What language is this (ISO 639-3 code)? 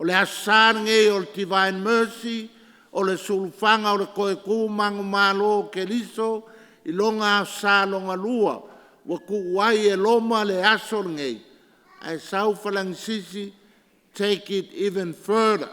smo